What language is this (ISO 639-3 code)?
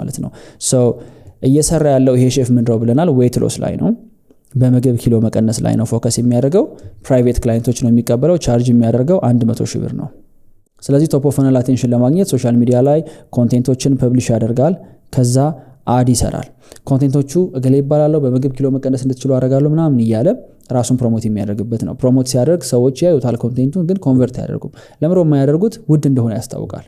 amh